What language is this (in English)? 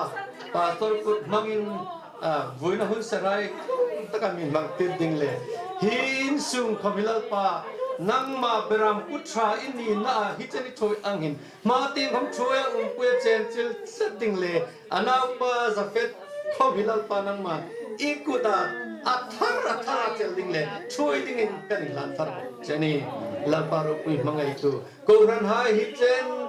Hmar